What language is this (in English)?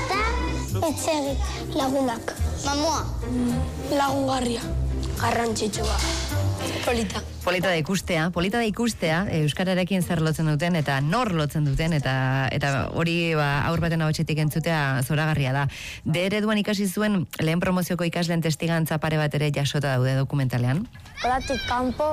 Basque